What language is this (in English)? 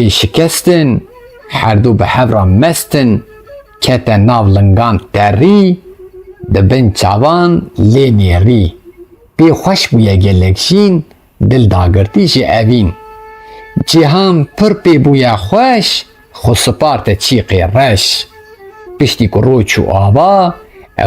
Kurdish